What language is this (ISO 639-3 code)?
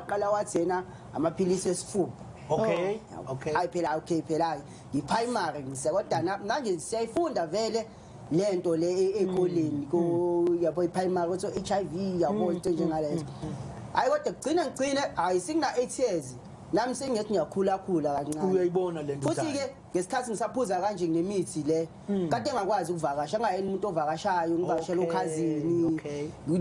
zul